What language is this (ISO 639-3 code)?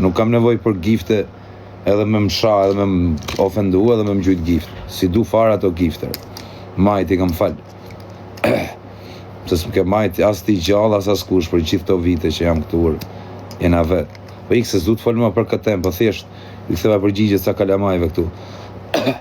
sqi